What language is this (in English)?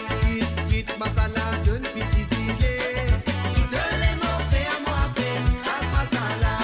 Morisyen